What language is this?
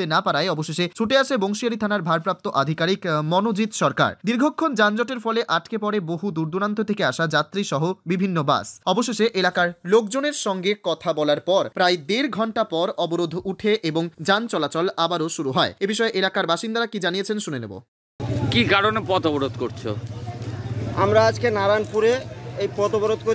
Bangla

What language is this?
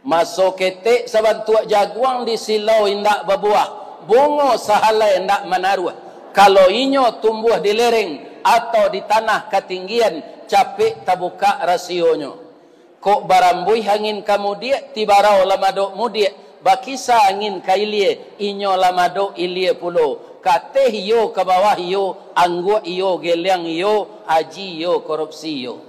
Minangkabau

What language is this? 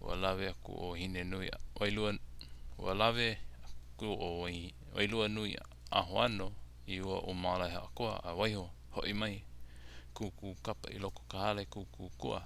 Hawaiian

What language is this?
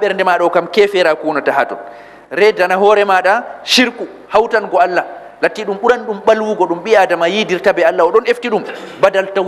Fula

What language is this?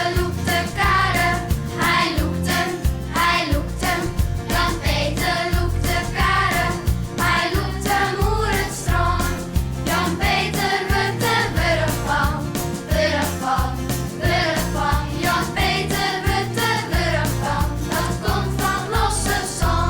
Western Frisian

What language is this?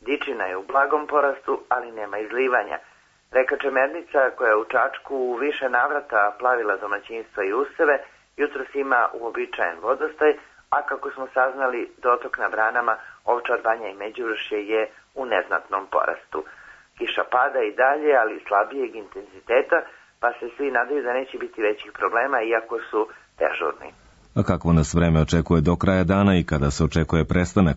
Serbian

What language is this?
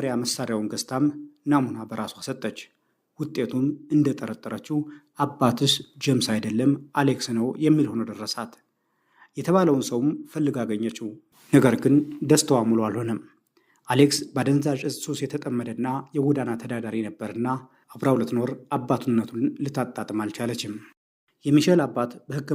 Amharic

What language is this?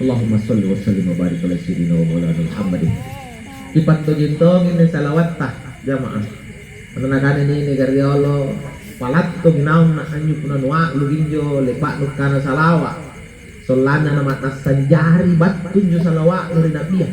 Makasar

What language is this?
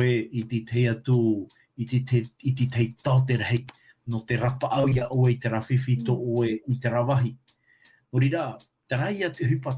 Tahitian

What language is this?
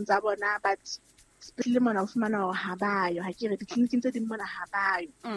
Southern Sotho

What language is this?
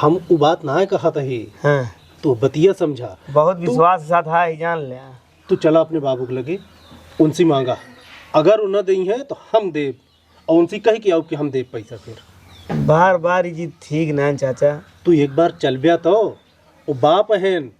Awadhi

